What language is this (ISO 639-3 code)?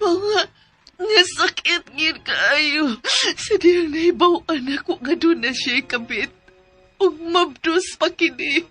ceb